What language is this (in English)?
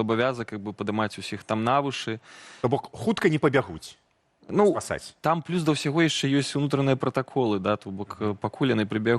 Belarusian